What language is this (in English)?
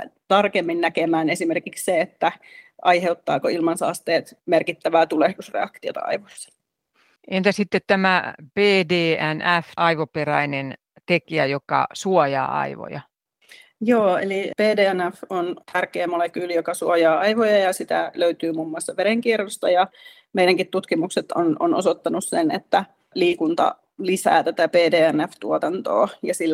Finnish